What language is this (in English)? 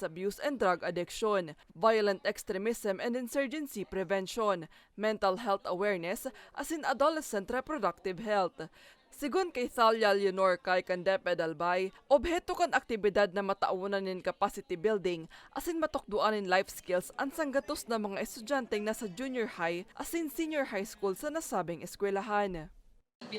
Bikol